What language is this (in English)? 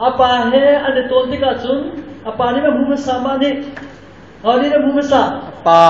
Hakha Chin